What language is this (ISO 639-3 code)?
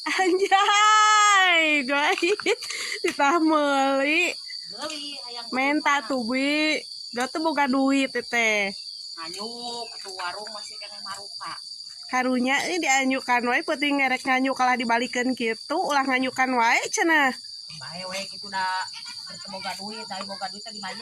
sun